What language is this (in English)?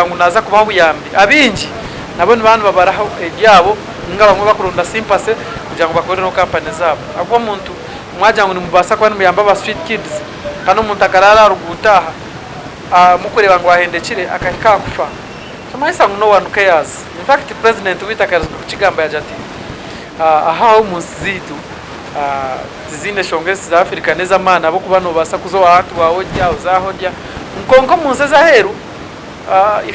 Nyankole